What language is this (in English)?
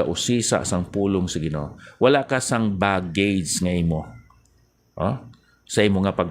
Hiligaynon